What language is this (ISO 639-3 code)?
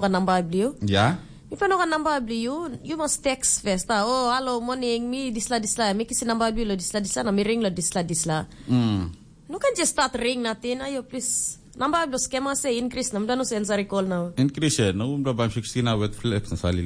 tpi